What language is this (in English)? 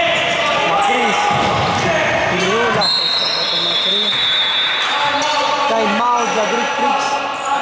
Greek